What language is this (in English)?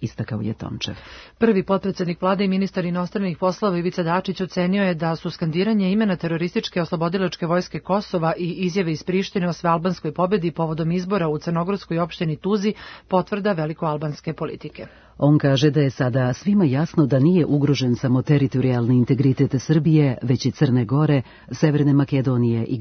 Serbian